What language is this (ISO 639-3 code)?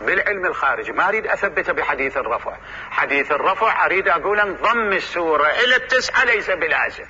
acm